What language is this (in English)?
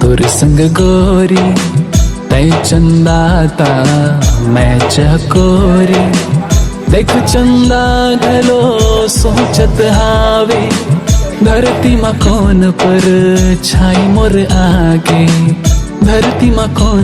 Chhattisgarhi